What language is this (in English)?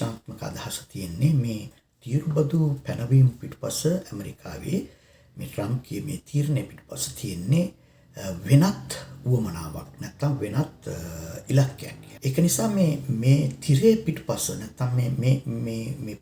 Sinhala